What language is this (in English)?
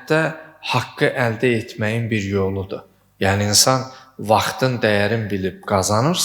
Azerbaijani